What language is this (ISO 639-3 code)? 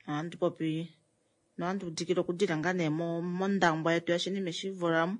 kua